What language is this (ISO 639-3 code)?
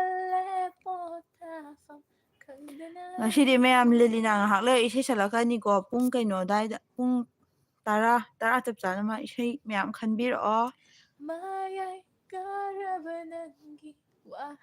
mni